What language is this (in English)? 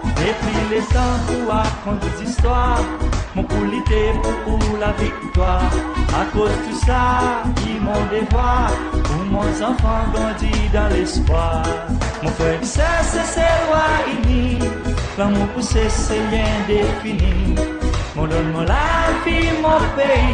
Seselwa Creole French